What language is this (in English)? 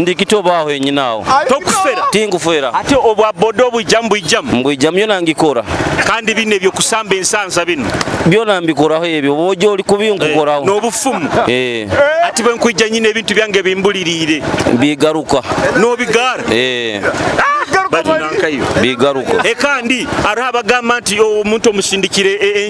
Nyoro